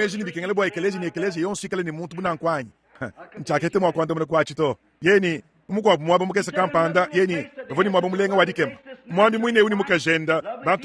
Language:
Luba-Lulua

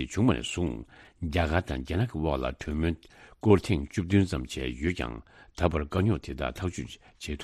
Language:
Tibetan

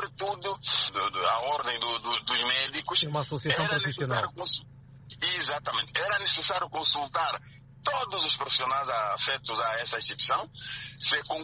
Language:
Portuguese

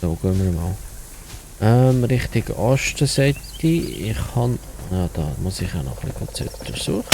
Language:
Swiss German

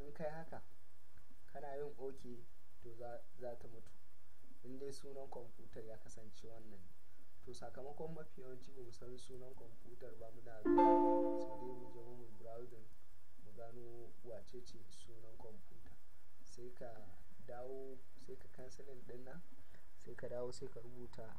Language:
Hausa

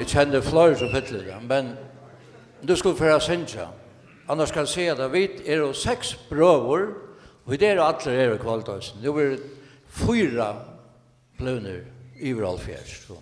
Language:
Faroese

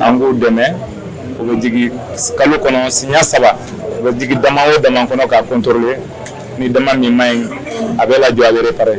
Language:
Bambara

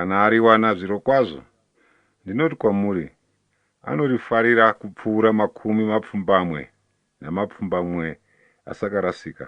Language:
Shona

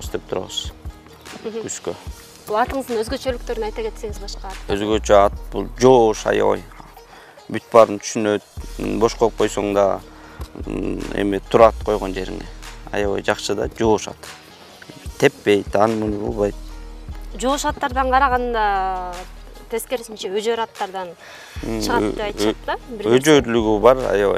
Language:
Kyrgyz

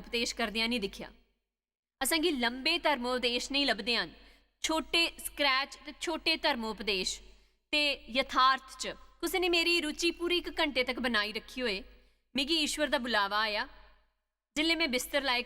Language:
Dogri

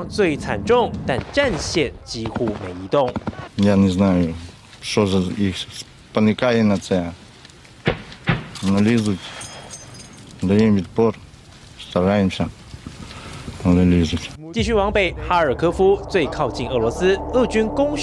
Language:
Chinese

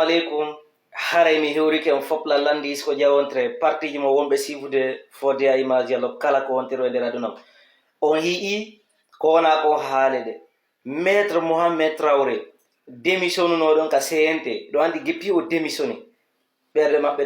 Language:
Fula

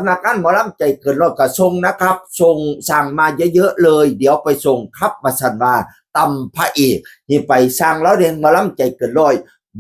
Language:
Northeastern Thai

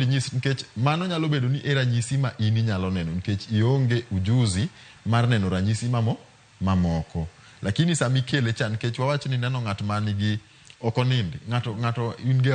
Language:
Luo (Kenya and Tanzania)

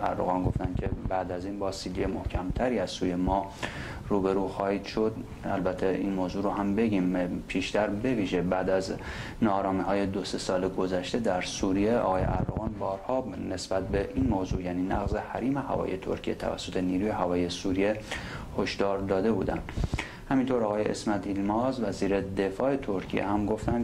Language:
Persian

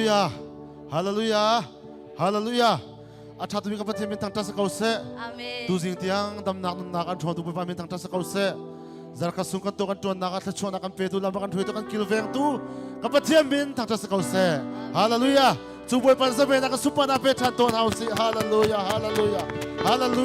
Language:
Hakha Chin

